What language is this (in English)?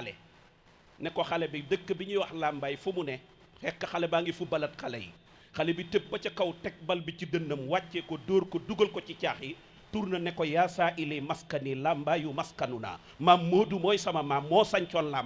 Wolof